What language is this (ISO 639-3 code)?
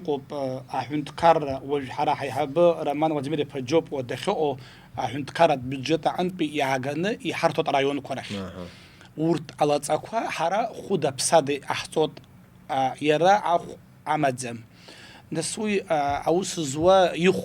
abk